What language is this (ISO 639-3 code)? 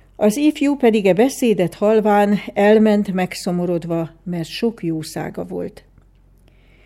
hun